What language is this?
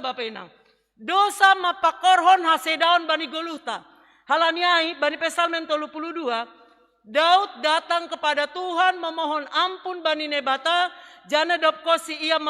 Batak Simalungun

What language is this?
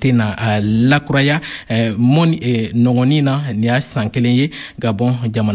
Bambara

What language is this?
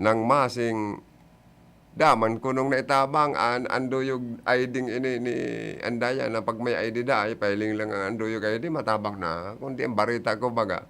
Bikol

